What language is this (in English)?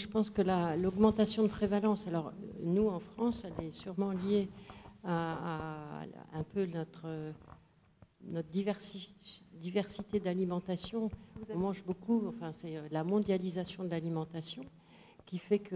French